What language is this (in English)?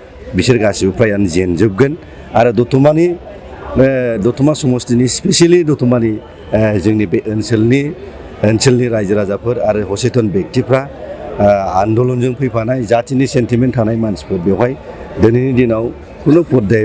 Bodo